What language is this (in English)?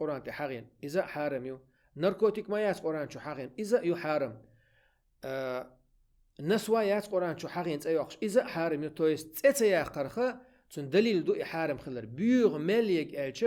Chechen